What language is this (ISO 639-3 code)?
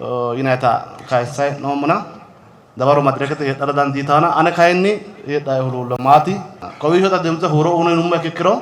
sid